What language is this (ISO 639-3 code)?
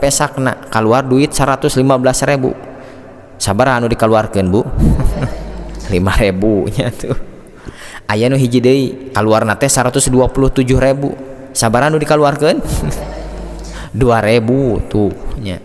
sun